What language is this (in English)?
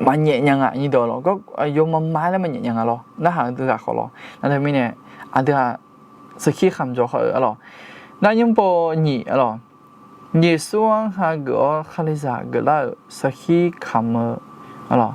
Akha